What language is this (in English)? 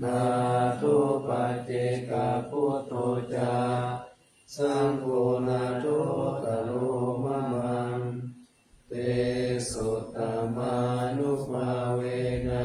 Pali